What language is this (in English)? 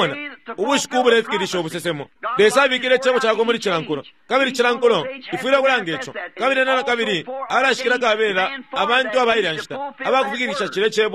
Bemba